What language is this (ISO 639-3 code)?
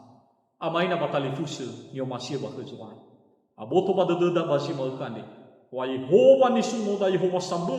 nia